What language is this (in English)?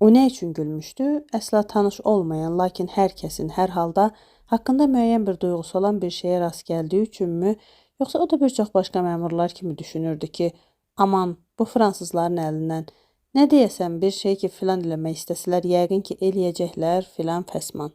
Azerbaijani